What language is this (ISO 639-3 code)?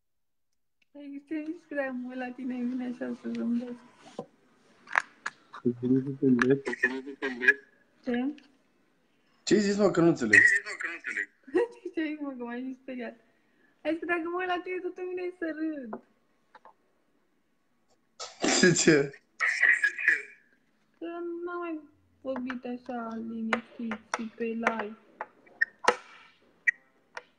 ron